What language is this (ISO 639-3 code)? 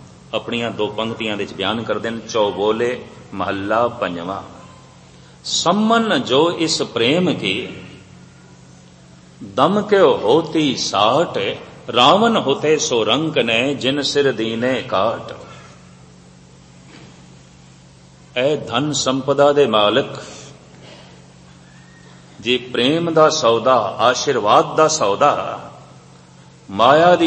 pan